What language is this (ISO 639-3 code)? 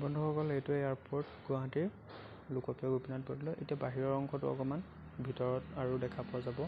asm